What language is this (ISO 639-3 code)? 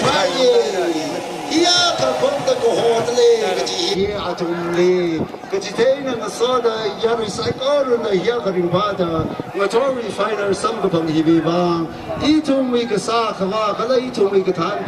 nmf